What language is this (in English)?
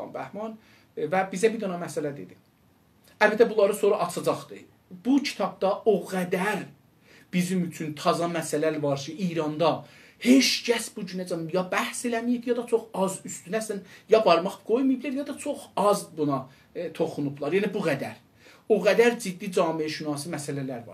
South Azerbaijani